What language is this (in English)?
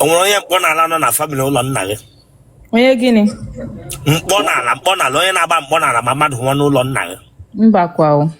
Igbo